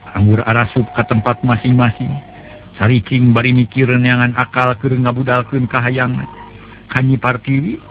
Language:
Sundanese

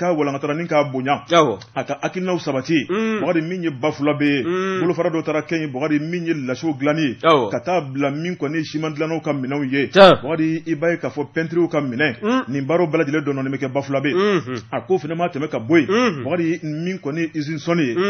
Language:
Bambara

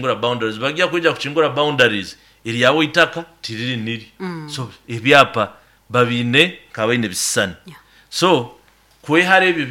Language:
Nyoro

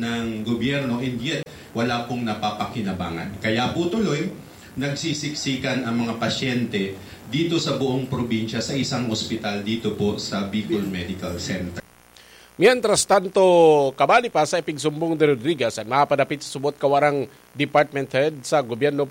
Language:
Bikol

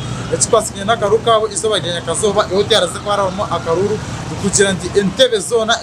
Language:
Nyankole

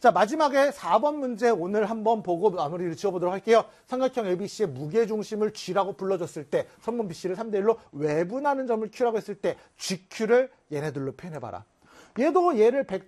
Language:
Korean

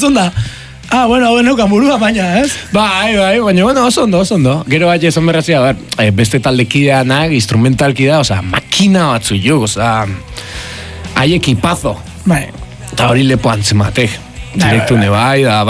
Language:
Basque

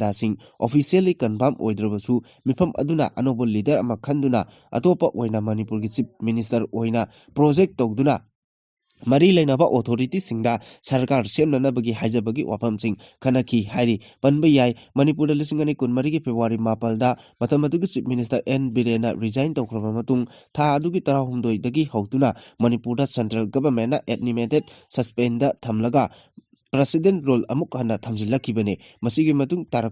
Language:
Manipuri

